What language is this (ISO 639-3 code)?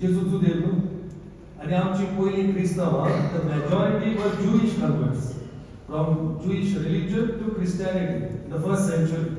kok